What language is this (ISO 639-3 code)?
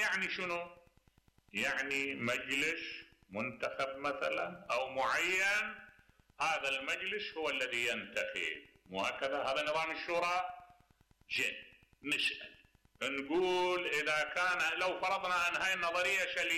acm